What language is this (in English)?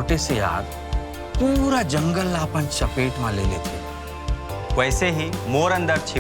Chhattisgarhi